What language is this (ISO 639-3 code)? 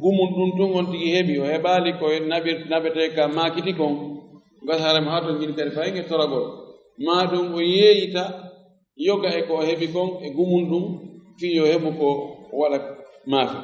ful